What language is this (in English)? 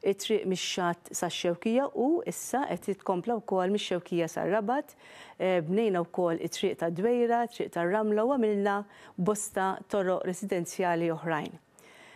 Maltese